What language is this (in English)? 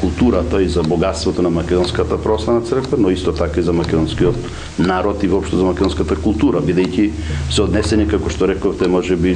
Macedonian